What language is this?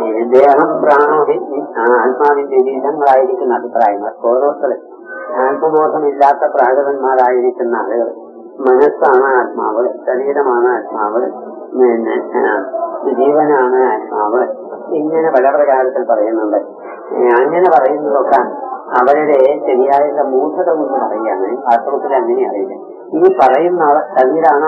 Malayalam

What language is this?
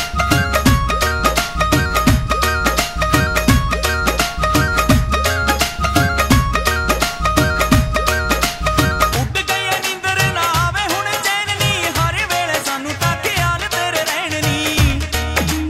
Punjabi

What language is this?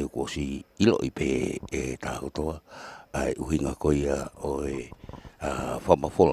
Tongan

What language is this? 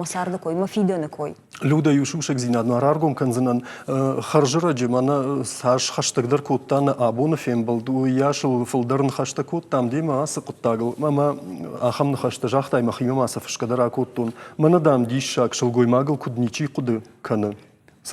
Ossetic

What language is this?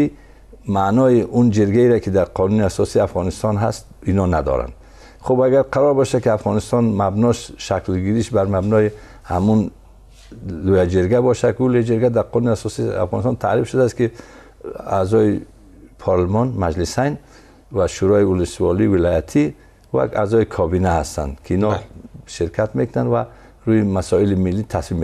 Persian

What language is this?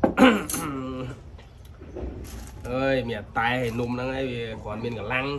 Khmer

